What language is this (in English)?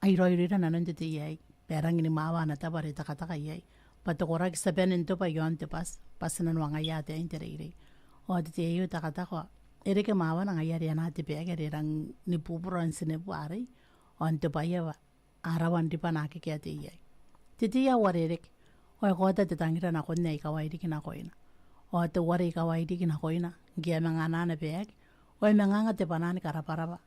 Gilbertese